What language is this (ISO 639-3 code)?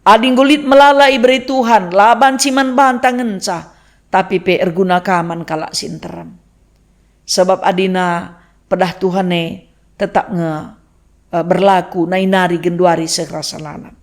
btx